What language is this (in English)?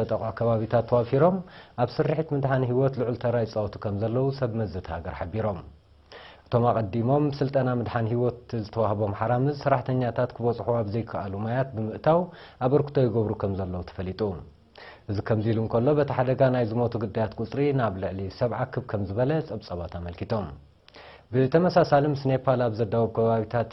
Tigrinya